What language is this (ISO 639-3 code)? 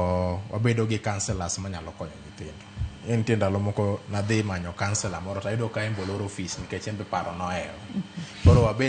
luo